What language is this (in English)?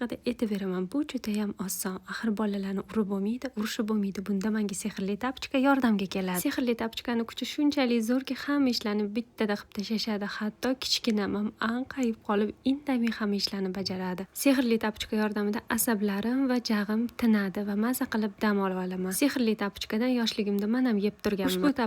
Uzbek